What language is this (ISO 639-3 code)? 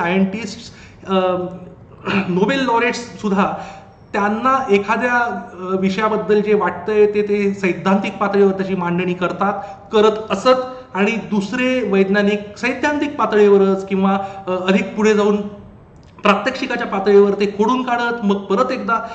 mar